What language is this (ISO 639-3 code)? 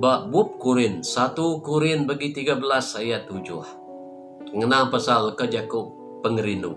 iba